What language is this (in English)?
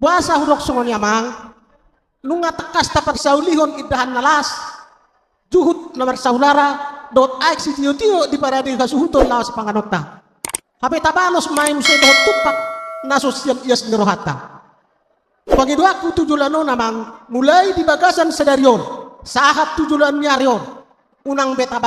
Batak Toba